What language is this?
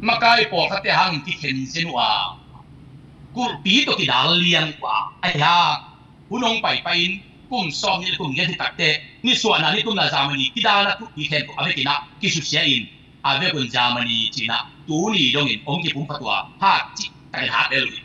Tedim Chin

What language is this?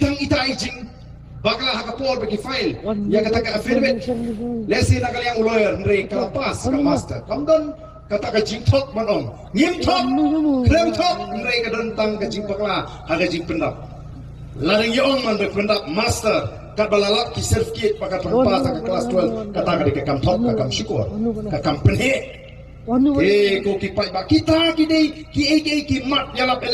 Khasi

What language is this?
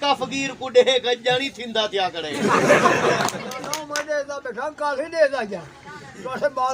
Saraiki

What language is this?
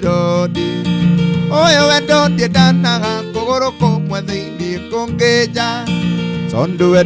Kikuyu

